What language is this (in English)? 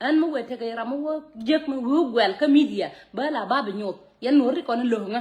Nuer